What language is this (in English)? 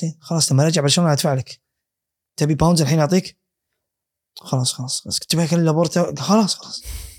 Gulf Arabic